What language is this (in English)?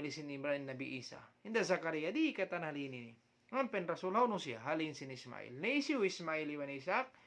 Tausug